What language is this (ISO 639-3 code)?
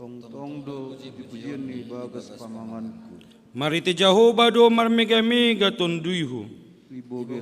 bts